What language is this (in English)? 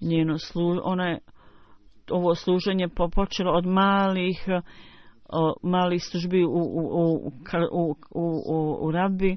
Bosnian